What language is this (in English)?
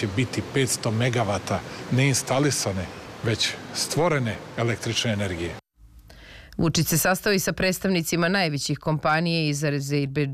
Serbian